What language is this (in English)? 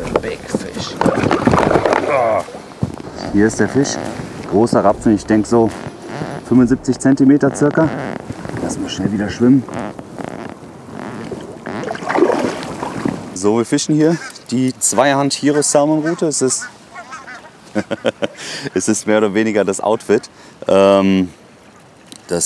German